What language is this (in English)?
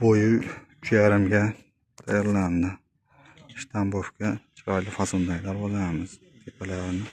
Uzbek